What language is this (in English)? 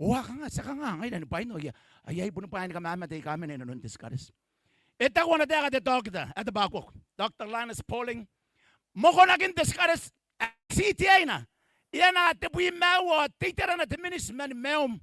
Gilbertese